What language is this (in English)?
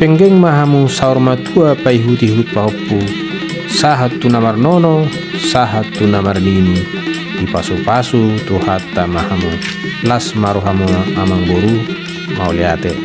Batak Toba